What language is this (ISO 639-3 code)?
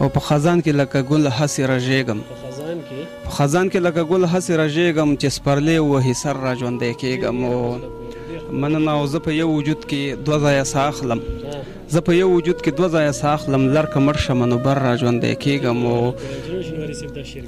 pus